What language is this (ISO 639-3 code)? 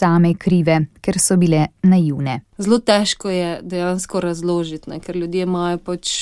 slv